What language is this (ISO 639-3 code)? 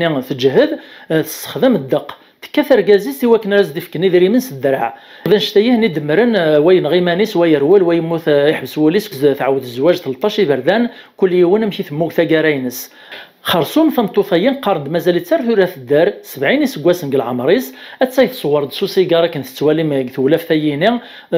kab